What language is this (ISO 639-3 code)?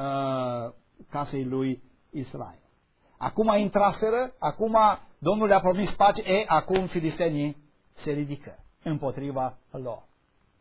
ron